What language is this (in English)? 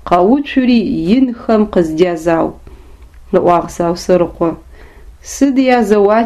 Adyghe